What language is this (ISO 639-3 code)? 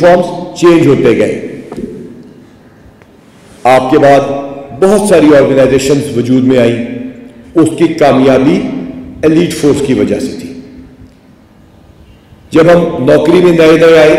urd